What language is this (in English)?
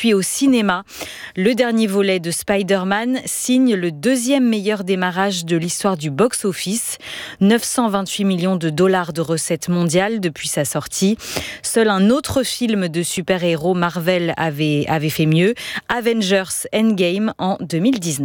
French